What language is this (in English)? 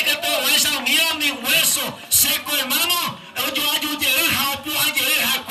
Guarani